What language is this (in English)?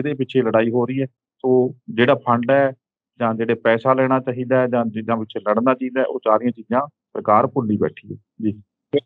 Punjabi